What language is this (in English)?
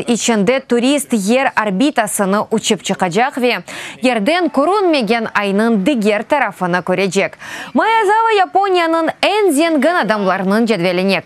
Crimean Tatar